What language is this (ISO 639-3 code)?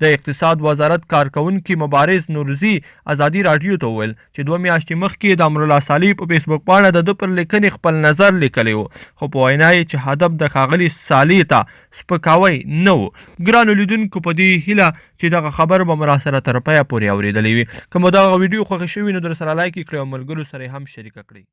pus